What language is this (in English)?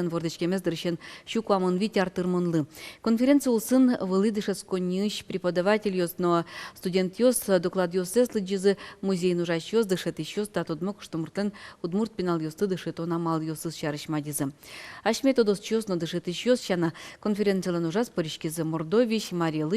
Udmurt